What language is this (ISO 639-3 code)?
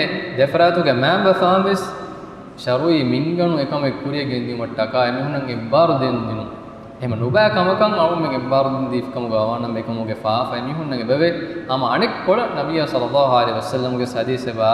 div